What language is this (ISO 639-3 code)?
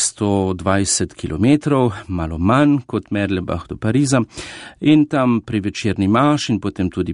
slv